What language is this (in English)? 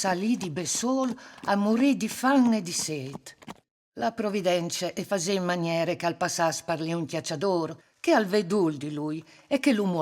Friulian